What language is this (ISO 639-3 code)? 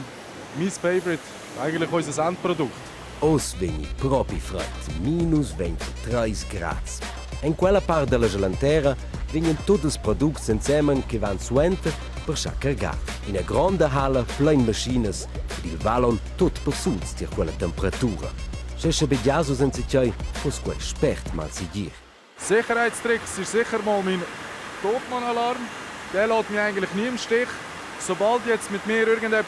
roh